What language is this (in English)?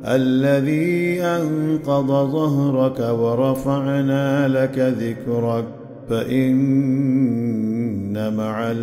Arabic